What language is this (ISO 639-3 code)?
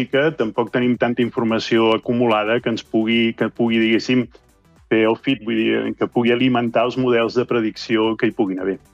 cat